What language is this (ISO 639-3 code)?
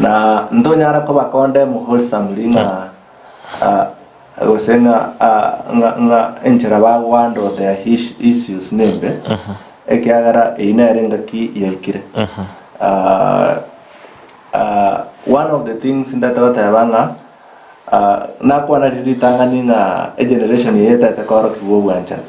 guz